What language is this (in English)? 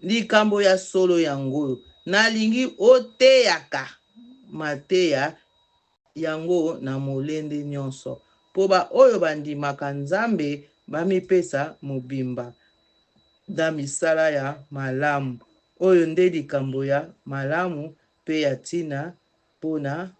Lingala